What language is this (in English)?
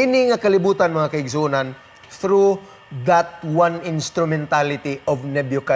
Cebuano